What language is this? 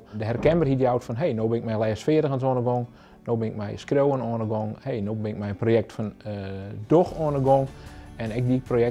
Western Frisian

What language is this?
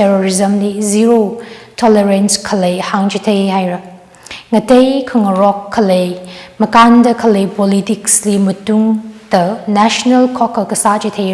Tangkhul Naga (India)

